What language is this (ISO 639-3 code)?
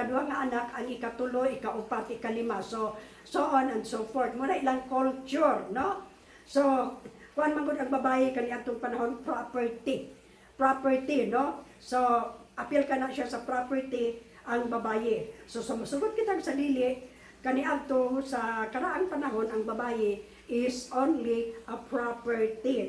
ceb